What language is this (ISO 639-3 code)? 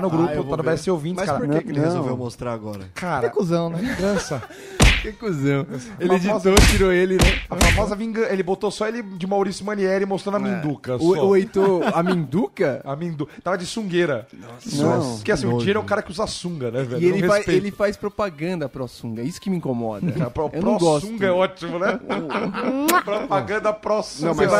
por